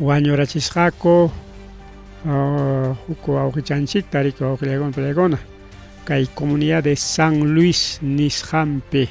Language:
Ayacucho Quechua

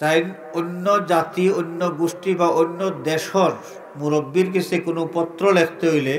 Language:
Sylheti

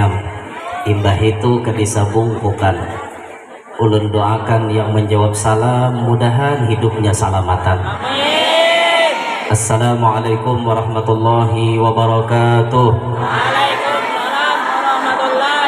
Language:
Banjar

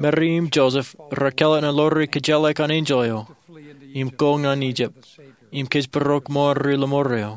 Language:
Marshallese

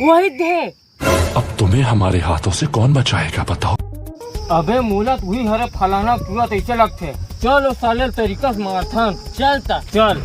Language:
Chhattisgarhi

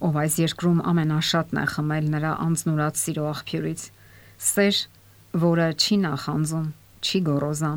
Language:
Armenian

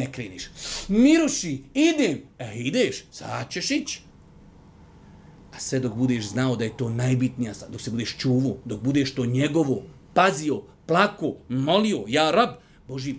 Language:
Bosnian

